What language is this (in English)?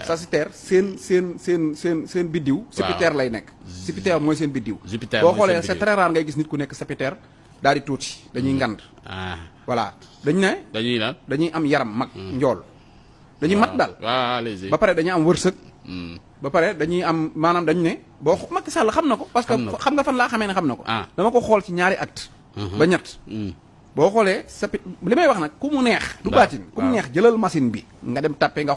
Wolof